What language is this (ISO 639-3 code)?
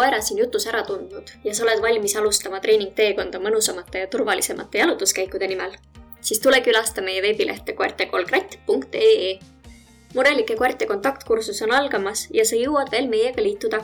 est